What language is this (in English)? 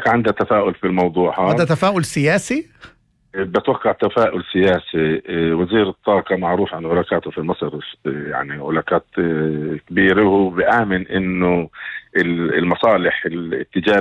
North Levantine Arabic